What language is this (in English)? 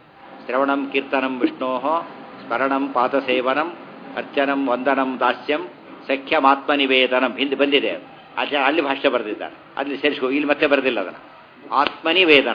Kannada